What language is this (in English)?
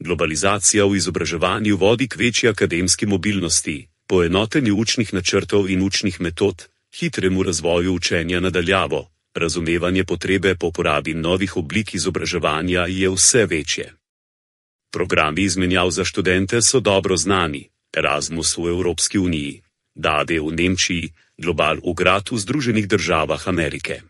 Slovenian